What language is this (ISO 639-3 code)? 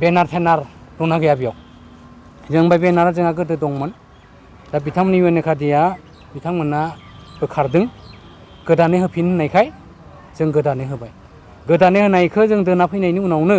brx